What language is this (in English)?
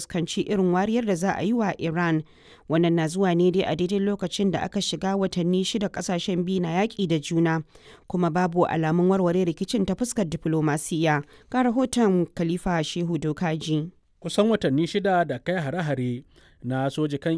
Hausa